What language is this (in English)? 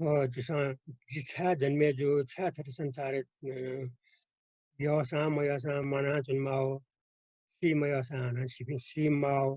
Newari